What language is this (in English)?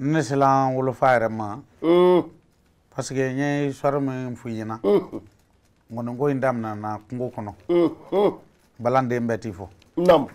Bambara